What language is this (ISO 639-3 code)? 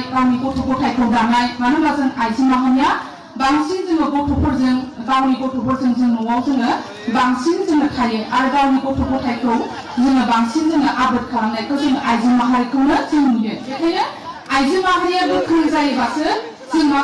brx